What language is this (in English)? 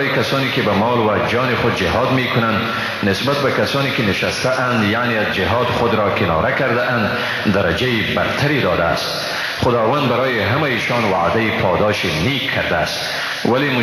Persian